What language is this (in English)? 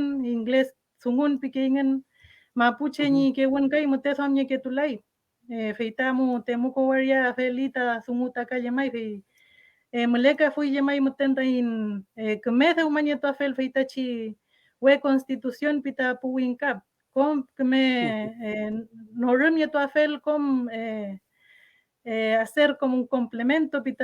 Mapuche